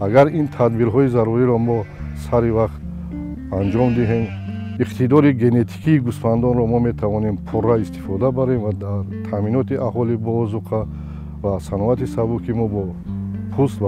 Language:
Tajik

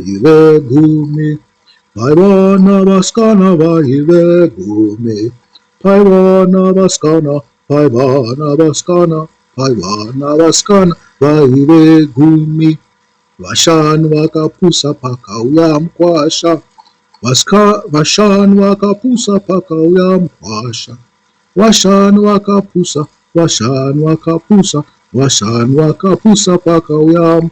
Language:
Shona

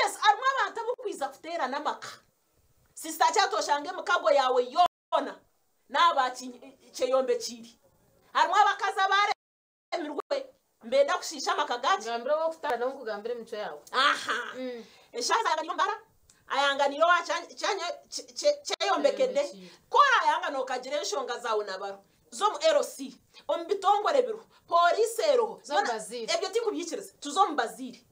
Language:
Nyankole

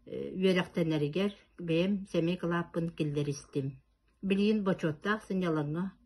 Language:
Yakut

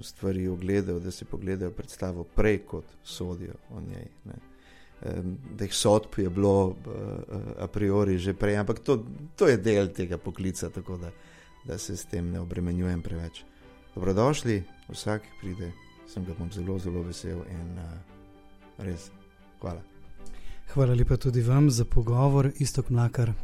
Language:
Slovenian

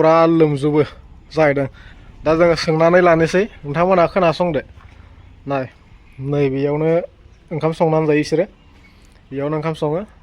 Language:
Bodo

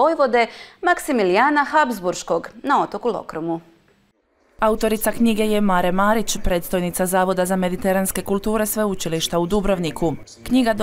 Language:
Croatian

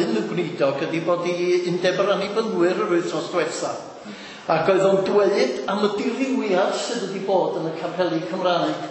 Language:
Welsh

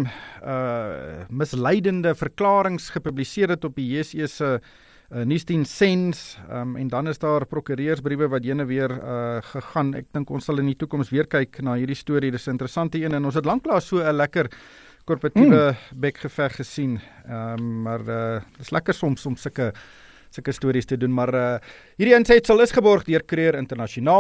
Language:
Afrikaans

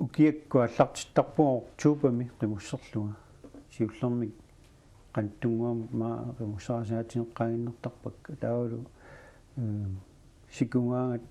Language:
Kalaallisut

